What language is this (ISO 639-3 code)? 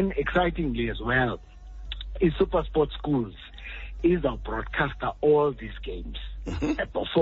xho